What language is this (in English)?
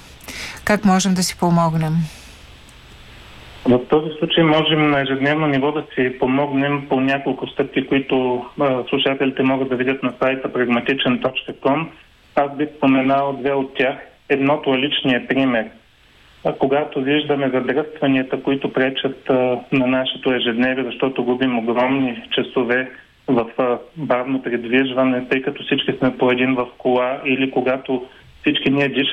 Bulgarian